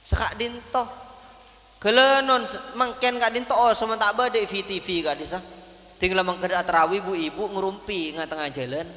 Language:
Madurese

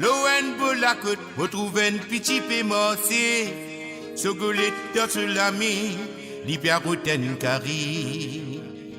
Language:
Morisyen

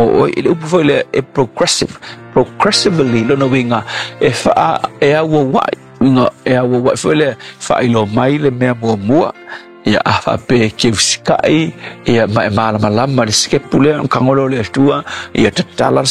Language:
Samoan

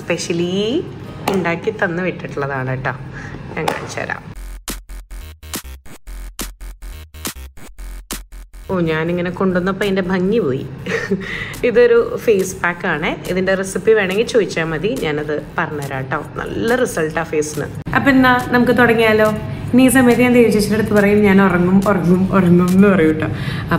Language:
Malayalam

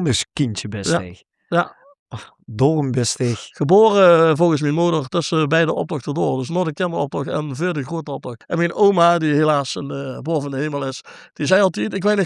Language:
Limburgish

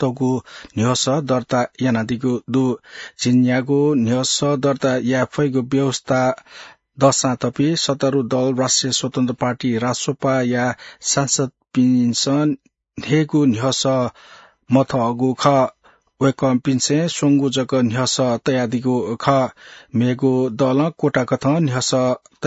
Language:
Newari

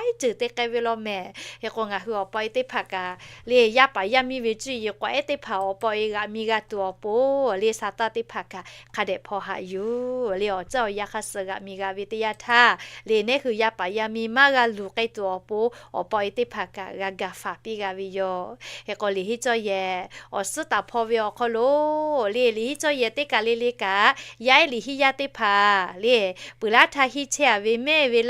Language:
Lahu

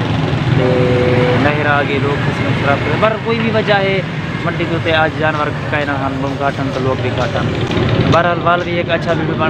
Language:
Saraiki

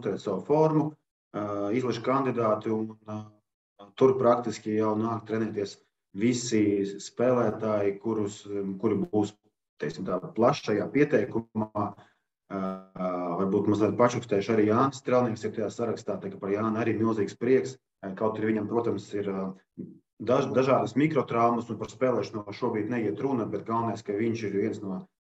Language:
Latvian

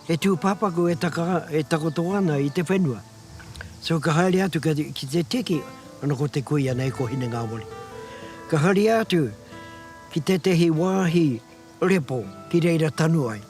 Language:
Māori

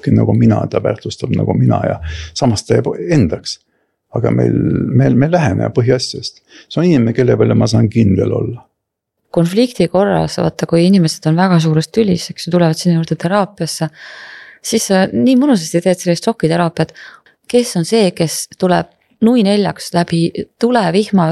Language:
Estonian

